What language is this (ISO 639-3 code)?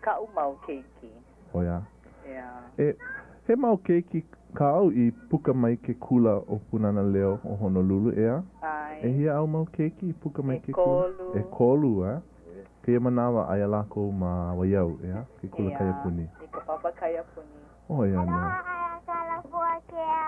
haw